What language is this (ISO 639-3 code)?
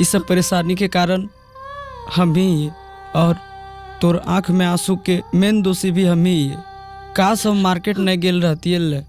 mag